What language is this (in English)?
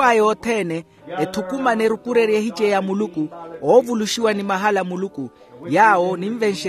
Makhuwa